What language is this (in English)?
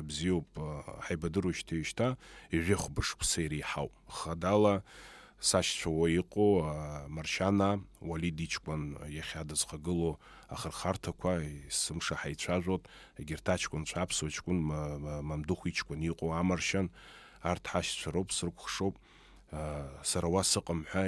Abkhazian